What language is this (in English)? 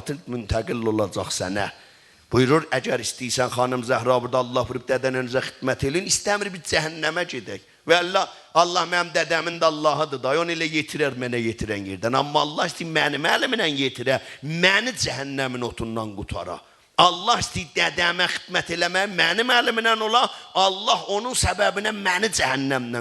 South Azerbaijani